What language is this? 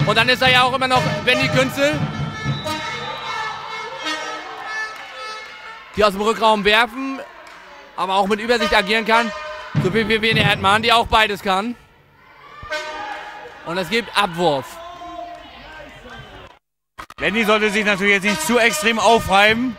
German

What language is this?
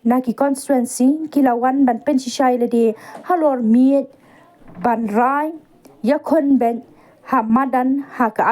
Khasi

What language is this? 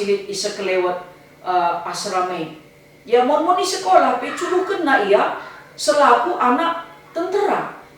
Batak Karo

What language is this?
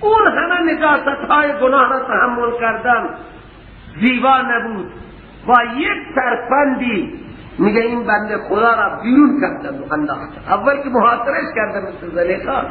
Persian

